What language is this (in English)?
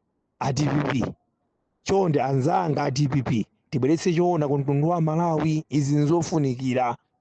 Nyanja